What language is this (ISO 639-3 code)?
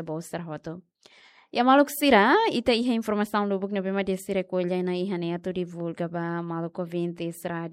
tet